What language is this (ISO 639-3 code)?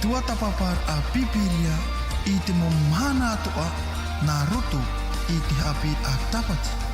tah